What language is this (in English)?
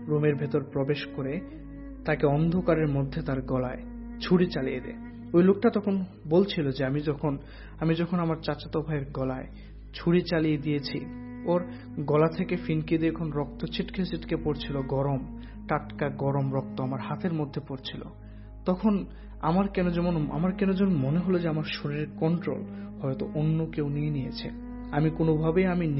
Bangla